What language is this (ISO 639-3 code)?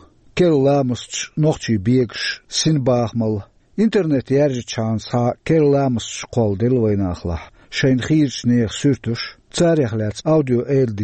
che